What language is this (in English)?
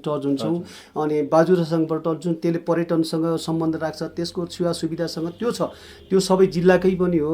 Nepali